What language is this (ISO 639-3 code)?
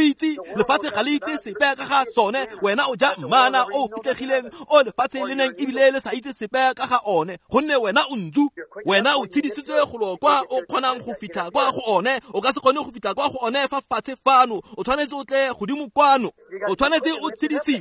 tsn